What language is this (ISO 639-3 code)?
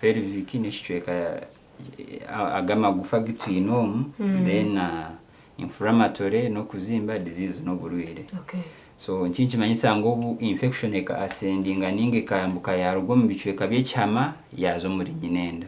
nyn